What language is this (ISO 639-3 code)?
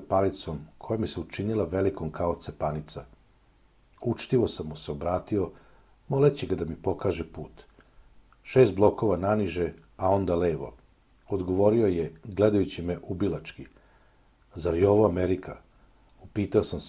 srp